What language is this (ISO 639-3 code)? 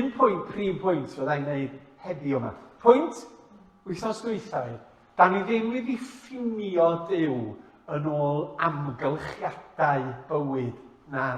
cym